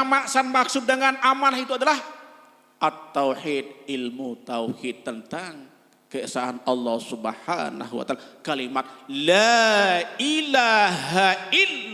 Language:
Sasak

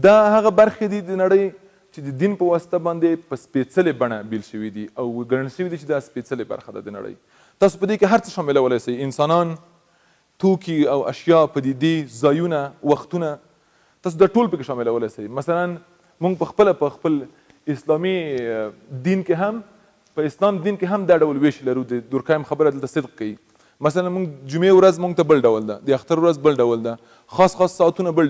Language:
Pashto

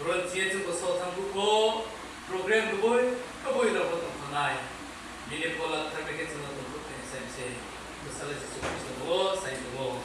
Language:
Riang (India)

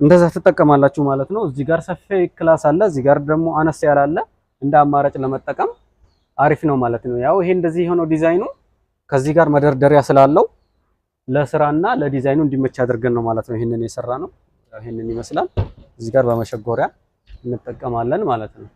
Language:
Amharic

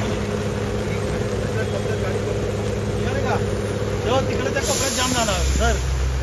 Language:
Marathi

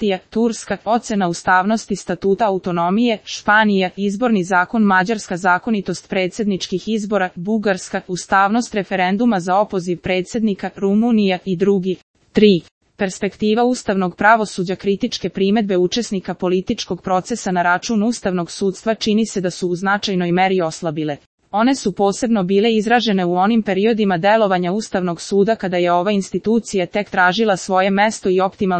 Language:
Serbian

